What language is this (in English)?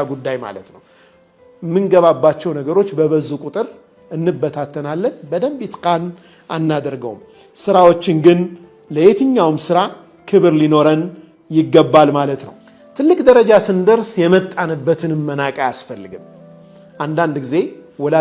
Amharic